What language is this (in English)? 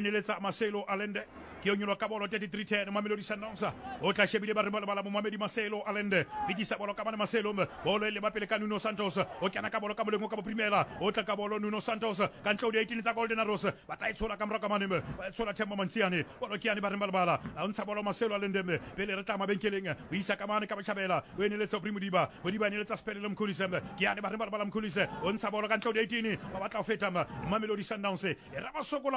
Southern Sotho